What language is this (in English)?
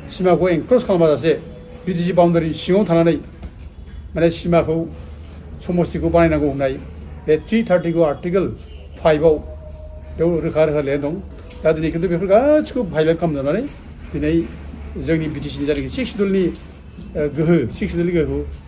Bodo